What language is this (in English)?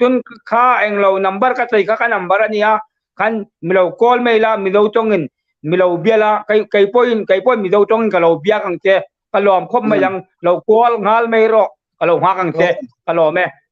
Hmar